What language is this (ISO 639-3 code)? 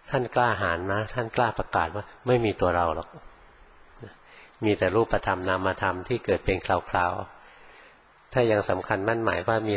tha